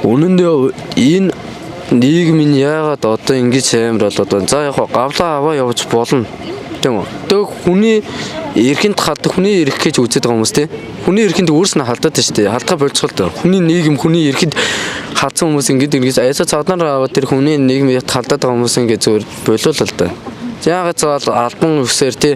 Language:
Mongolian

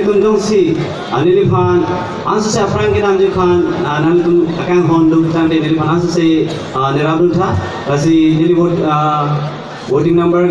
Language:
Karbi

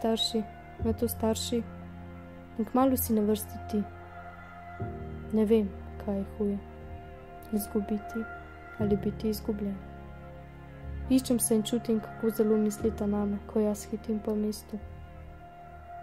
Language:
Slovenian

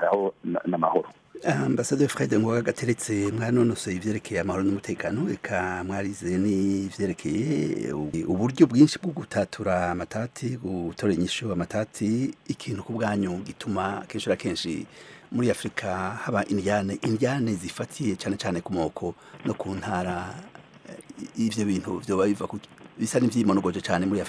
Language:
Rundi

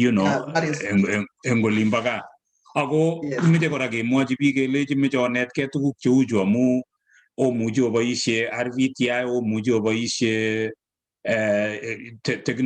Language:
Kalenjin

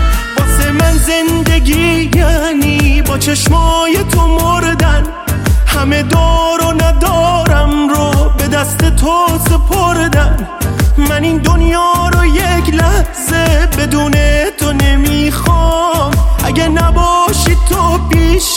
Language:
Persian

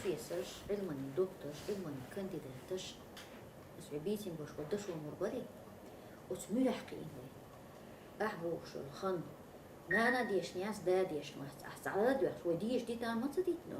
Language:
Chechen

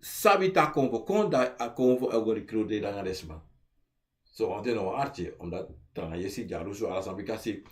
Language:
Sranan Tongo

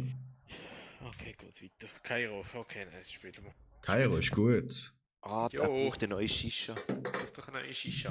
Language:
Swiss German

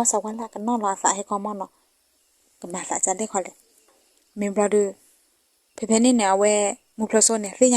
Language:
S'gaw Karen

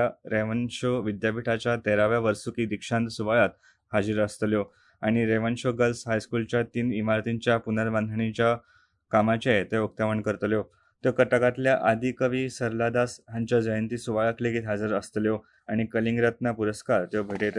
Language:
Konkani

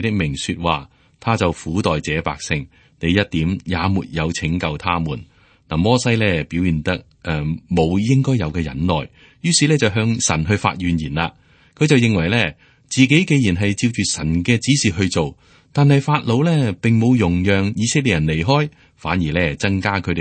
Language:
Cantonese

